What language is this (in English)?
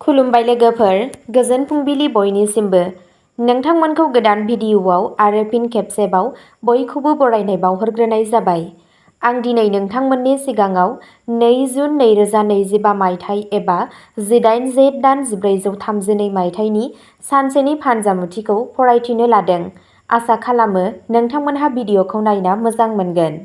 Bodo